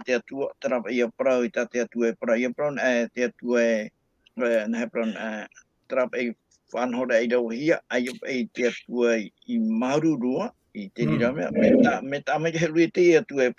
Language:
Tahitian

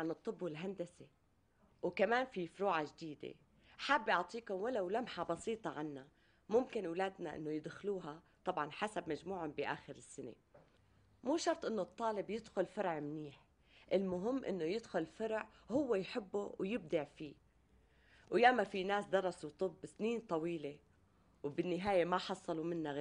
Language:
North Levantine Arabic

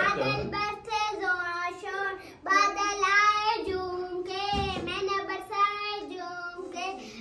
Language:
Saraiki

